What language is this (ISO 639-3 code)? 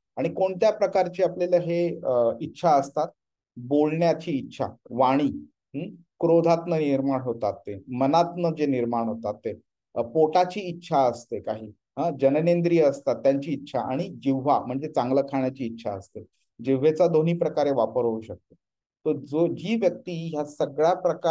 mar